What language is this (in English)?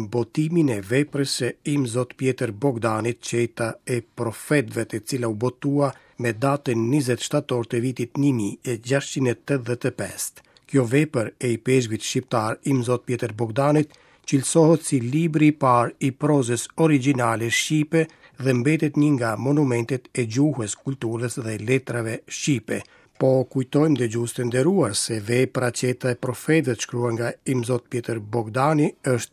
Albanian